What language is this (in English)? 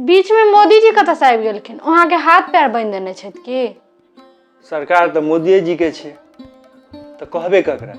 Maithili